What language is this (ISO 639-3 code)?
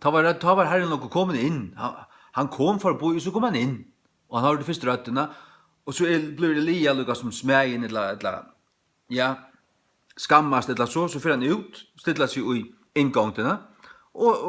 fao